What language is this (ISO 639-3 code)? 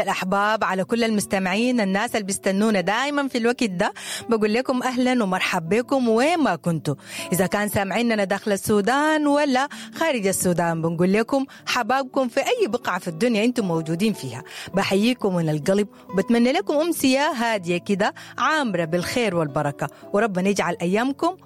apd